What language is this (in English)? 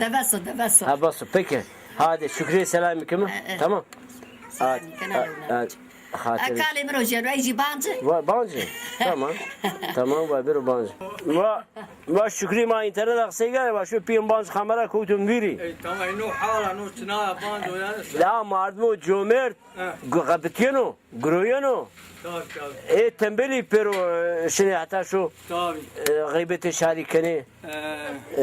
Zaza